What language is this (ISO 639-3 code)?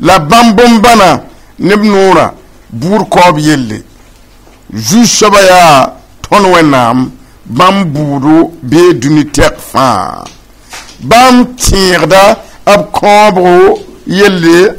mos